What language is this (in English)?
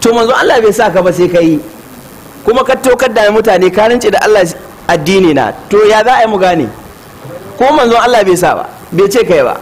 Hausa